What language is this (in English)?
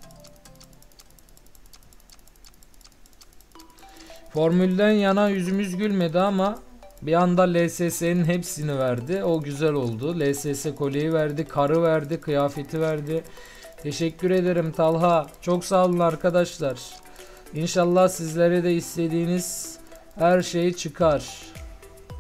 Turkish